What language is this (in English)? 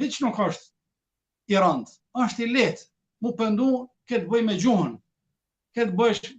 Albanian